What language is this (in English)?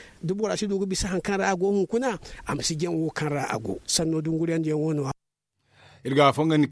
Zarma